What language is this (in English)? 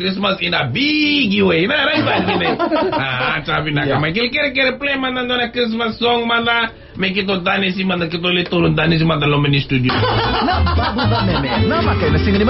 Fijian